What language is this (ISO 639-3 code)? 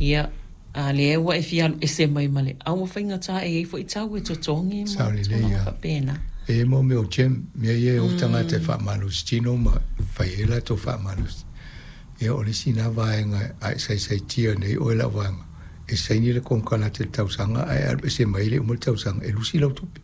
smo